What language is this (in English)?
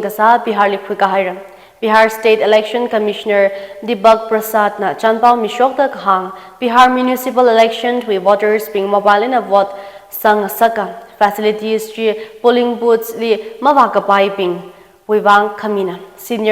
Tangkhul Naga (India)